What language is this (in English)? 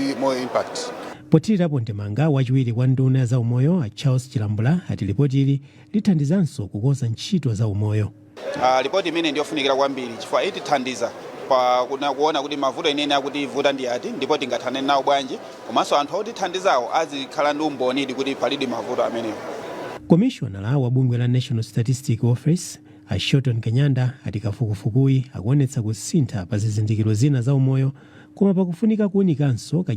Nyanja